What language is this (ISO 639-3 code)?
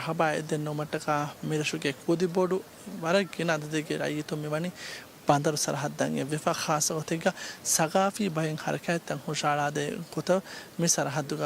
div